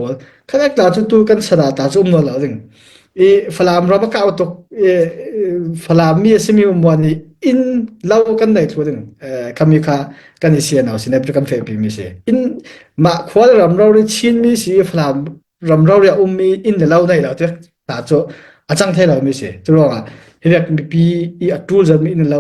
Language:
Falam Chin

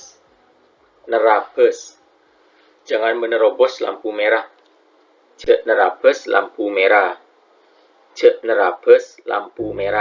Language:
Madurese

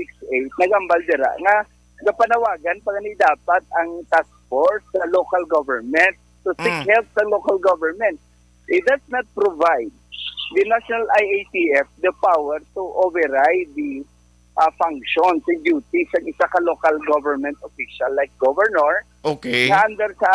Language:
Hiligaynon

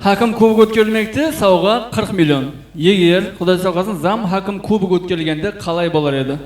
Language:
Kara-Kalpak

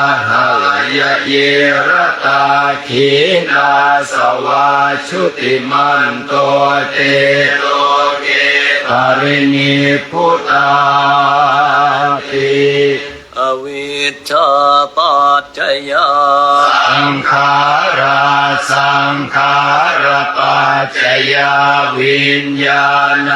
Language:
Pali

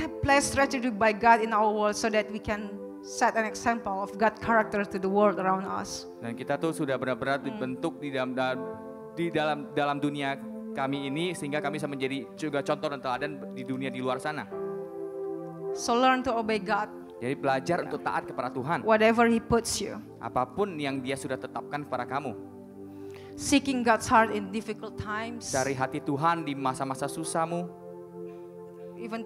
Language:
Indonesian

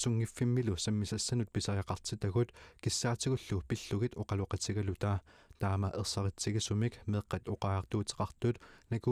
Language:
Kalaallisut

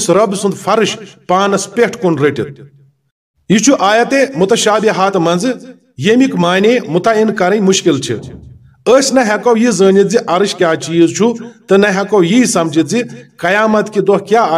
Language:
Kashmiri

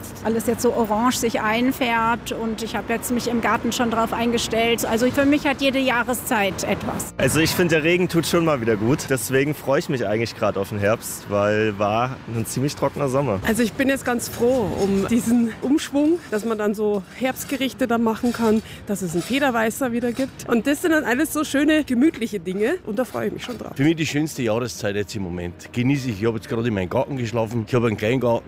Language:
German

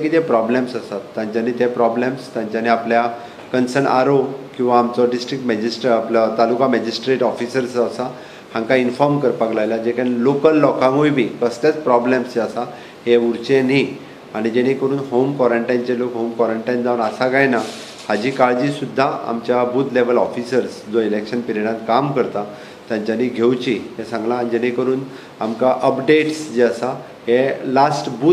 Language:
Konkani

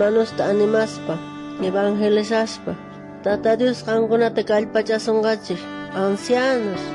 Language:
South Bolivian Quechua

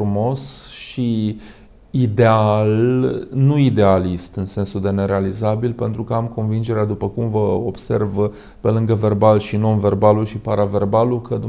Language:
Romanian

